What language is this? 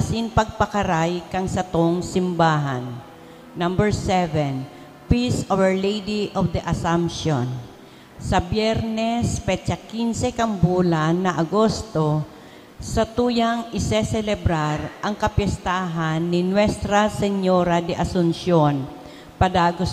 Bikol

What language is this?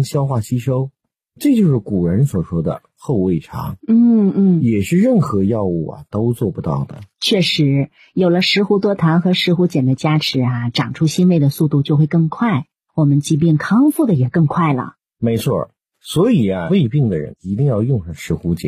Chinese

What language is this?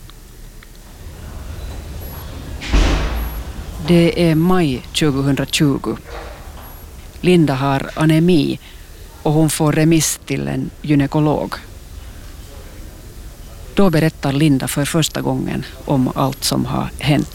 Swedish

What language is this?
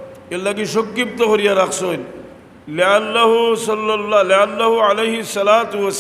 Sylheti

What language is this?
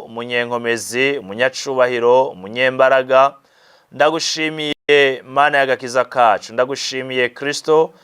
Rundi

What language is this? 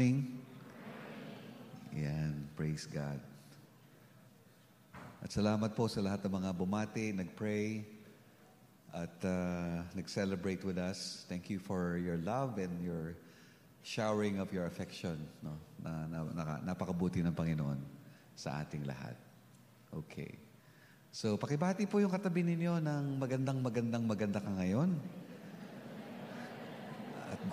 Filipino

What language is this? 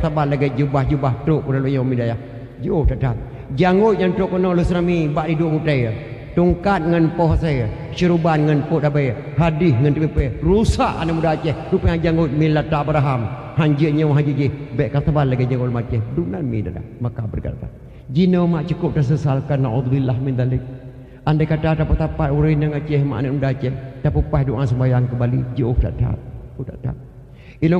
Achinese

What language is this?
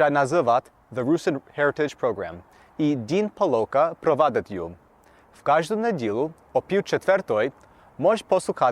Rusyn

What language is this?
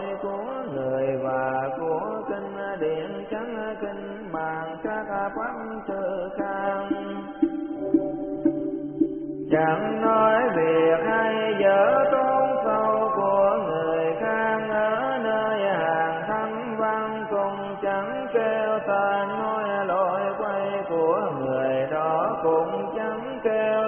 Vietnamese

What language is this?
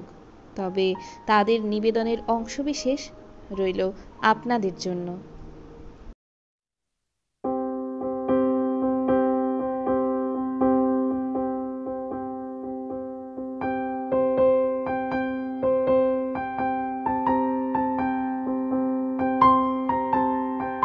Bangla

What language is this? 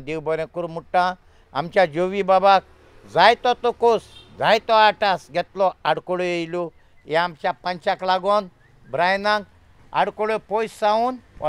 Konkani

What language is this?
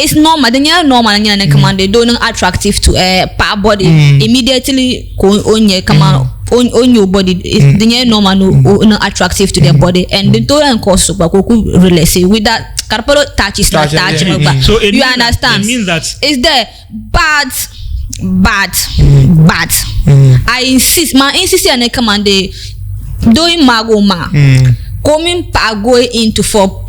Dagbani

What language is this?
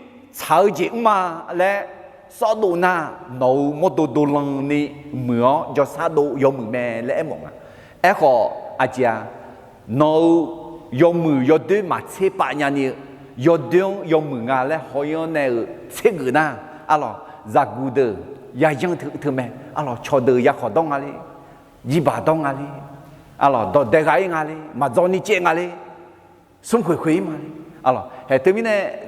Akha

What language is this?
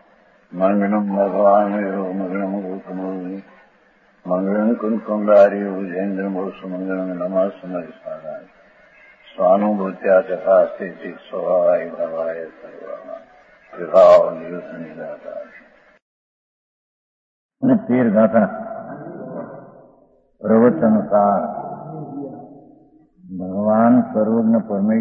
Gujarati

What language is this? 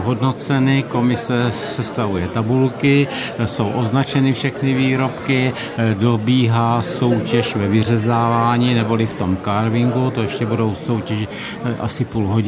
Czech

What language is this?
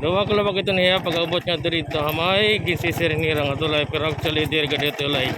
Waray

